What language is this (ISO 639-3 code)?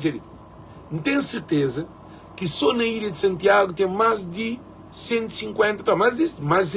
kea